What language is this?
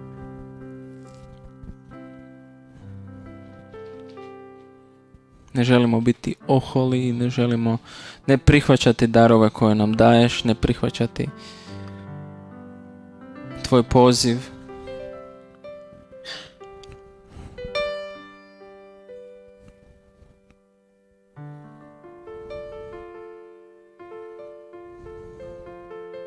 Croatian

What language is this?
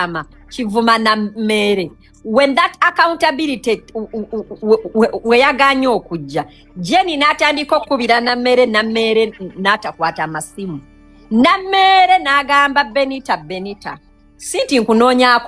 Ganda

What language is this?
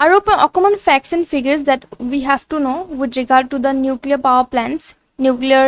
Assamese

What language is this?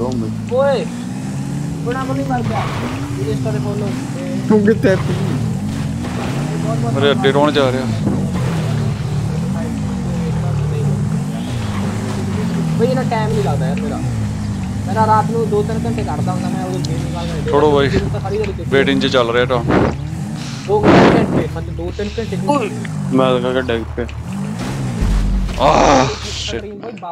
Punjabi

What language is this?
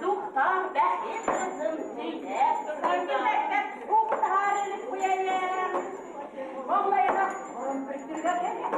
Bashkir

